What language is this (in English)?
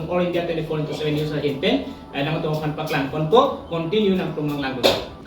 Karbi